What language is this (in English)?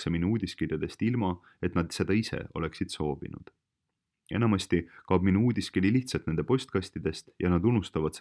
Estonian